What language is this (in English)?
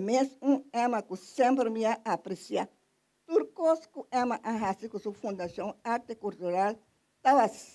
Papiamento